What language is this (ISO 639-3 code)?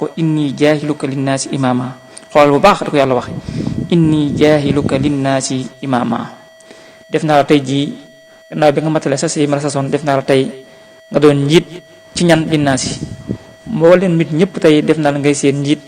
wol